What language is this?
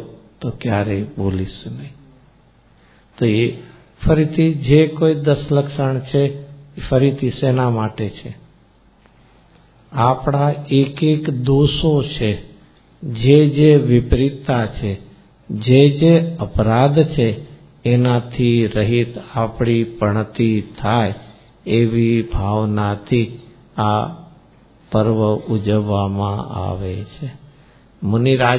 Gujarati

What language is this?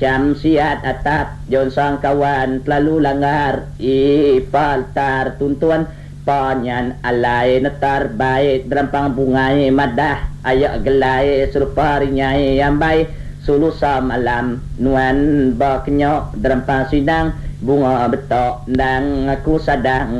Iban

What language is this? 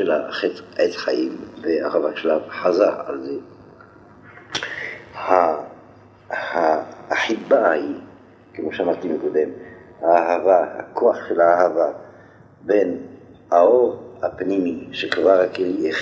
Hebrew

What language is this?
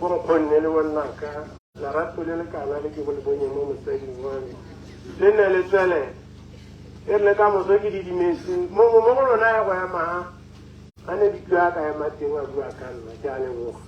Tswana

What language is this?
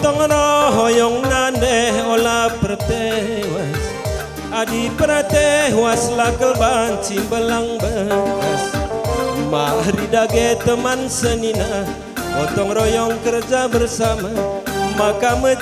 Batak Karo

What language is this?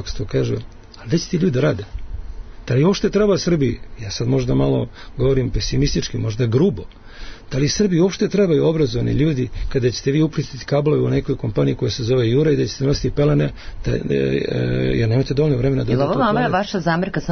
Serbian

